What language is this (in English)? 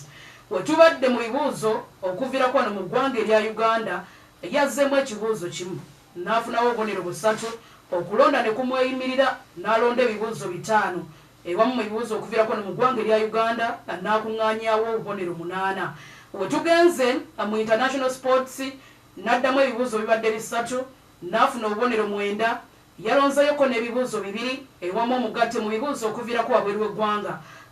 Ganda